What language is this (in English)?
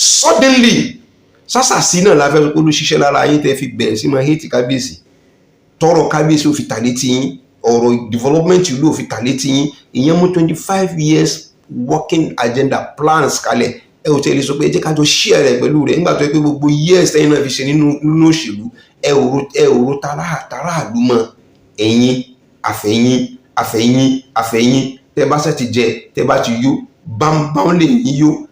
Yoruba